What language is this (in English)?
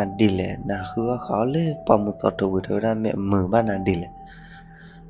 S'gaw Karen